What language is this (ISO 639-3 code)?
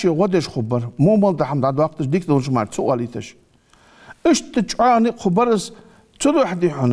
inh